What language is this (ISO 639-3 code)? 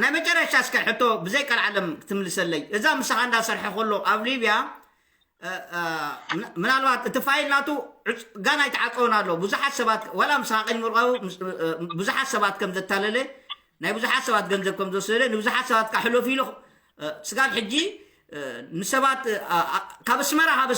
tir